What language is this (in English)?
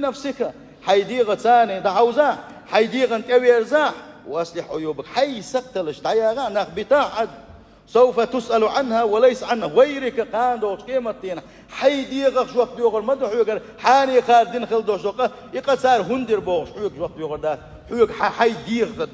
Chechen